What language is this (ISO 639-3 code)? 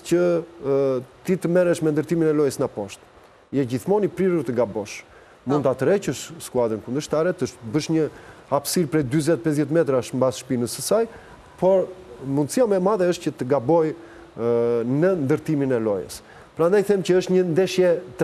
sqi